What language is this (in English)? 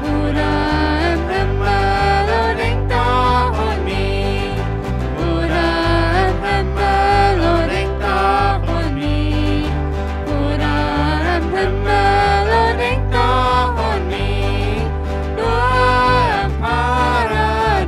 Plautdietsch